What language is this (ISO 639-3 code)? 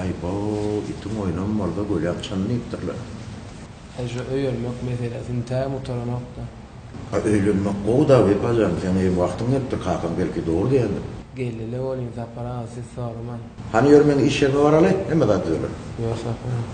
tuk